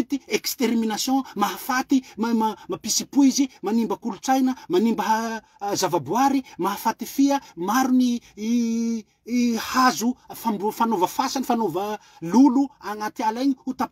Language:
Malagasy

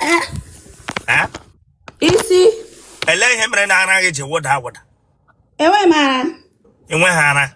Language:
Igbo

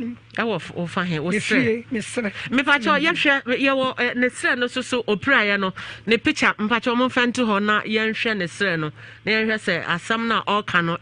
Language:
Akan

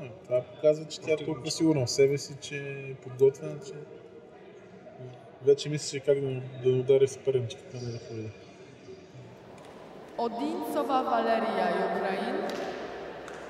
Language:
Bulgarian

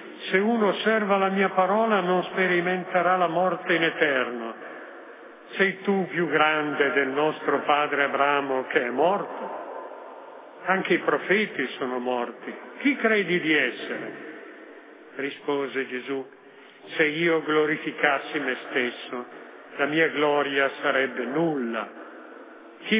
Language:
Italian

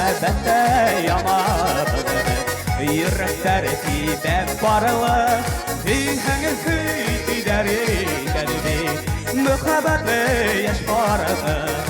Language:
Bashkir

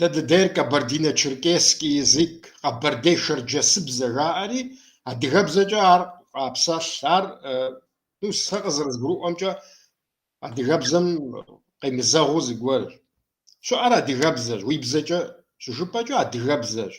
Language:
Kabardian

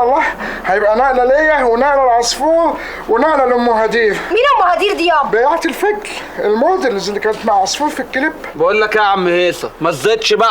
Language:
Egyptian Arabic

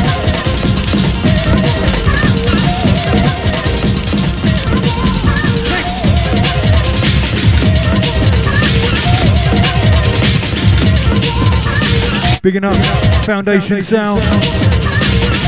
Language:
English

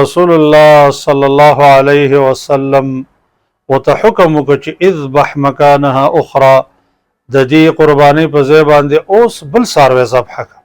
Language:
Pashto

